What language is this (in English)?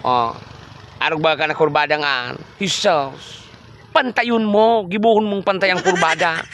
Bikol